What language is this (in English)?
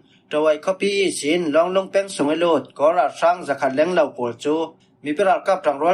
Falam Chin